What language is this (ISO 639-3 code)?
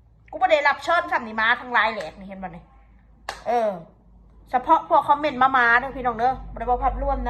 tts